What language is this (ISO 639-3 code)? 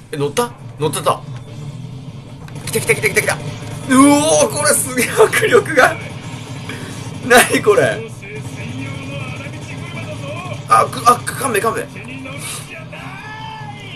jpn